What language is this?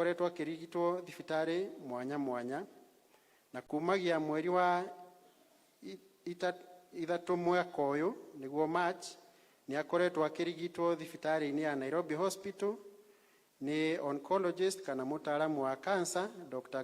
Kikuyu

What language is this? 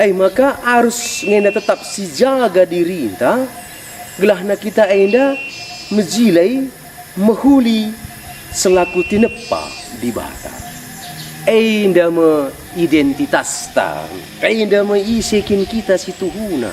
Batak Karo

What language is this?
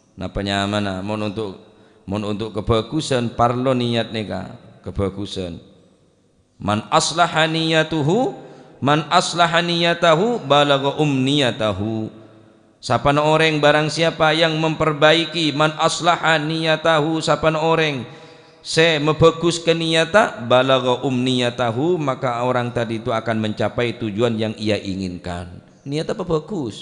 Madurese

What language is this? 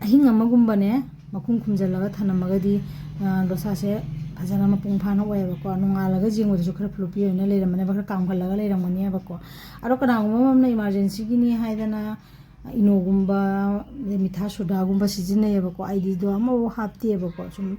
Manipuri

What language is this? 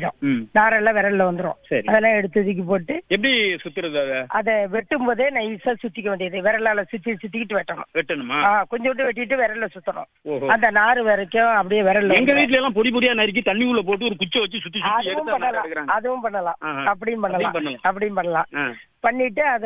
Tamil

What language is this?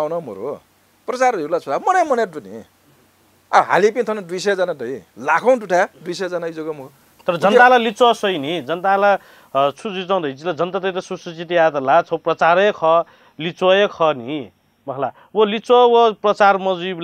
Newari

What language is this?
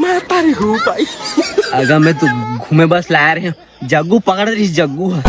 Chhattisgarhi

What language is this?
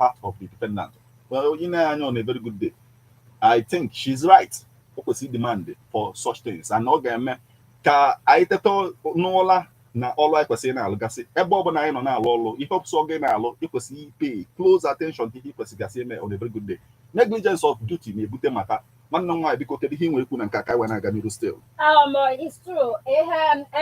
Igbo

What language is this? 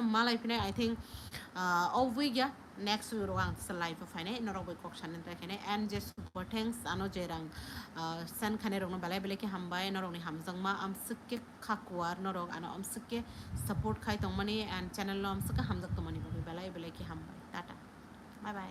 Kok Borok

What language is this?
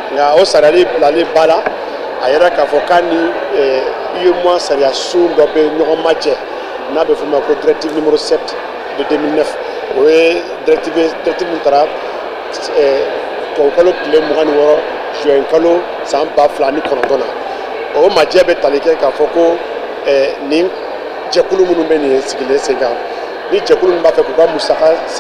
Bambara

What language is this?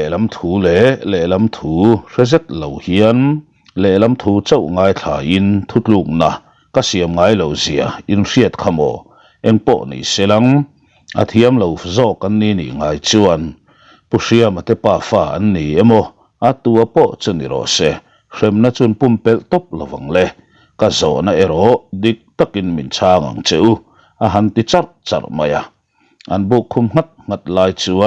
Mizo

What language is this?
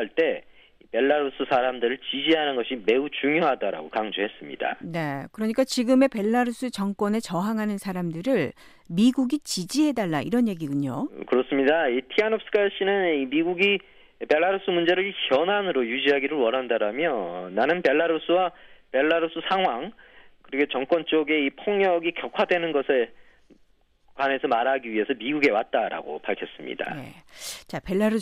Korean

